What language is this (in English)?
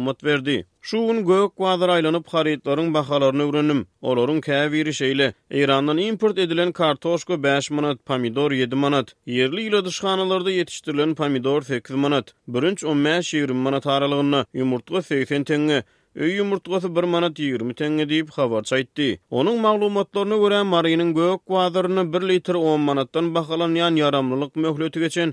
Turkmen